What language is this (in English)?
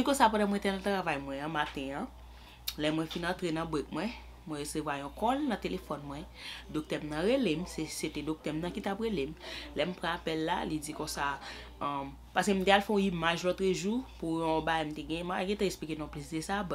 Haitian Creole